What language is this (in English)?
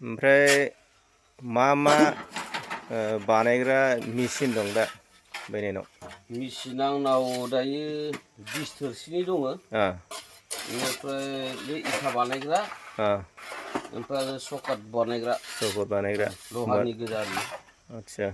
Bodo